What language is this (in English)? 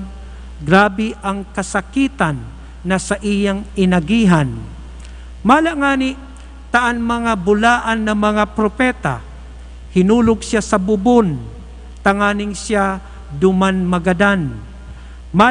Bikol